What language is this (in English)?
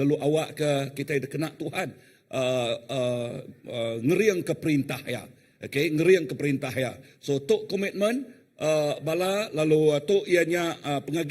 Iban